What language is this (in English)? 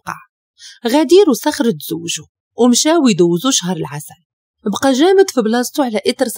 Moroccan Arabic